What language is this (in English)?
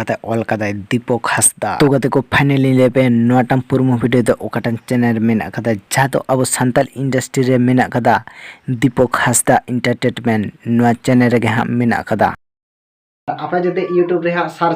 Santali